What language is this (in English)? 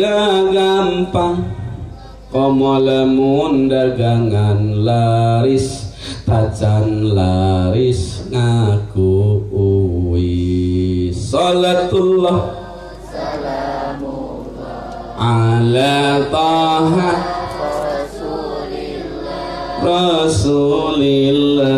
Sundanese